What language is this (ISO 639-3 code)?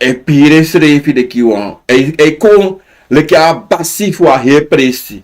srn